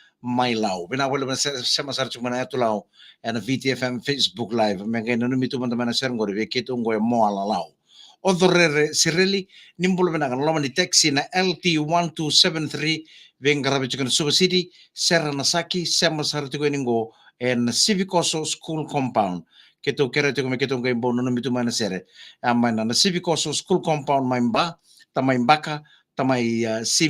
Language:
Fijian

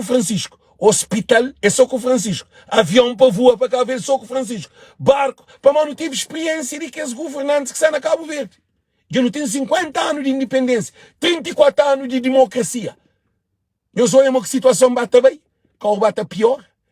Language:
Kabuverdianu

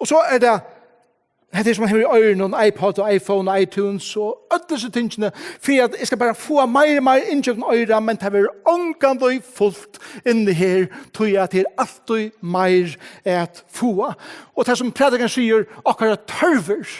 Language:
Faroese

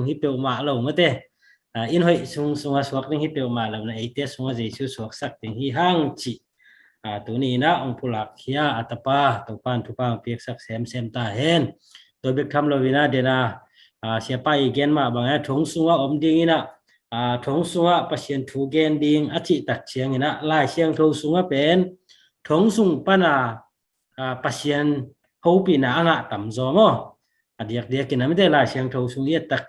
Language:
Tedim Chin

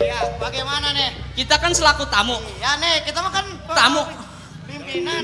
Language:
Betawi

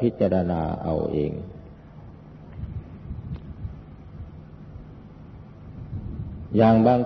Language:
Thai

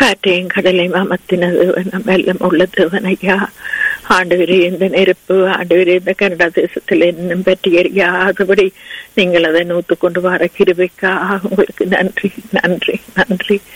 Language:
Tamil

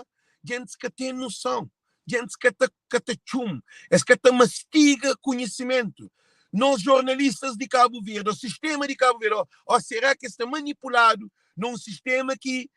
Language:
Kabuverdianu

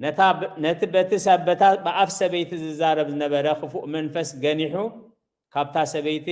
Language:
Tigrinya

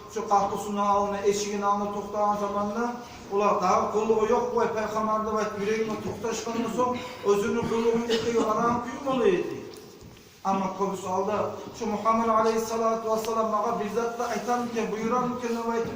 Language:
Kumyk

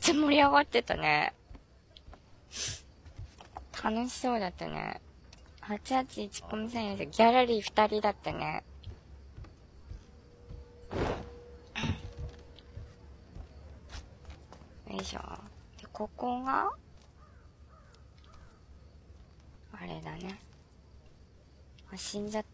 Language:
Japanese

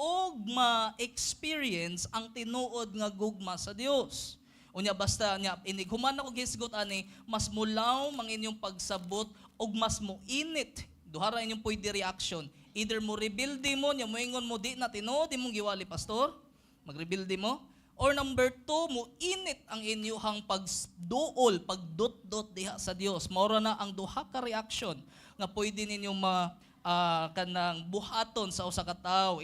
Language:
Cebuano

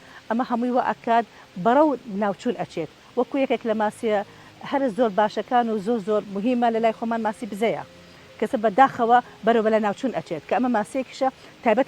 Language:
Central Kurdish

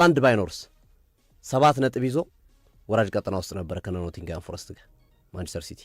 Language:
Amharic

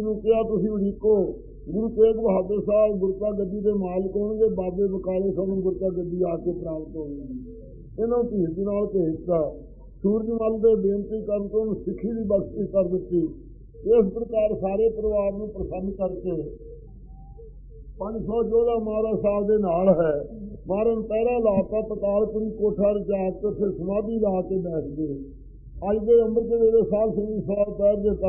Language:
Punjabi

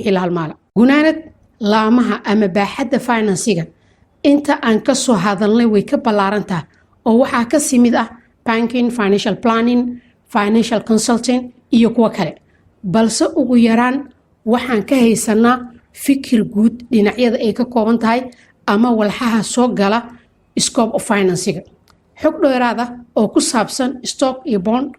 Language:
Somali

